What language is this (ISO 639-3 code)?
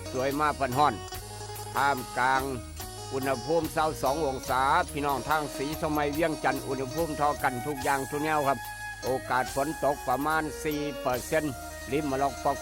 tts